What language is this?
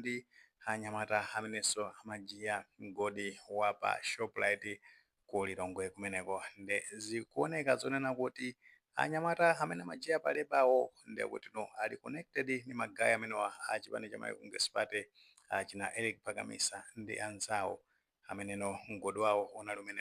Nyanja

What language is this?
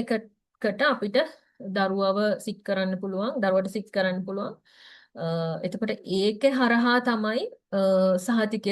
Sinhala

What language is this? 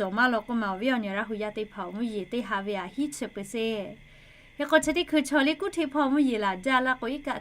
Lahu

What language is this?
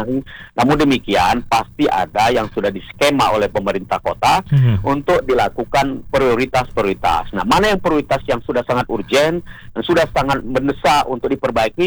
Indonesian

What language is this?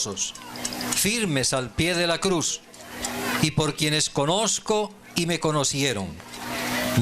Kekchí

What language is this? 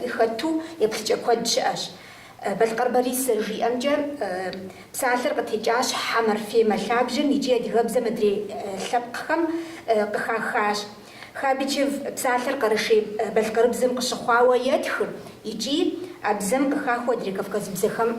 Kabardian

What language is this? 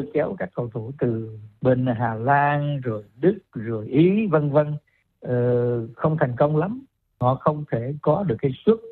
Vietnamese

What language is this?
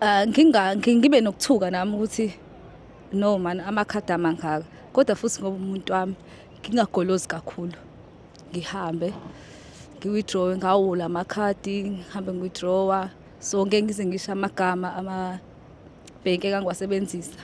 Zulu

